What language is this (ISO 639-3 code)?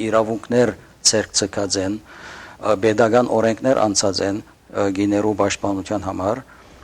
hyw